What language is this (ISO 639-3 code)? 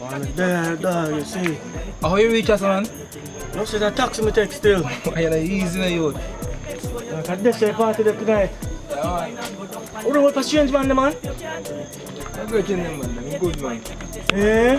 jam